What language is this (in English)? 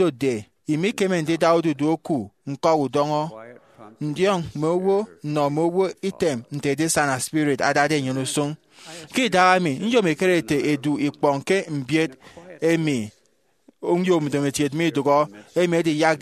Efik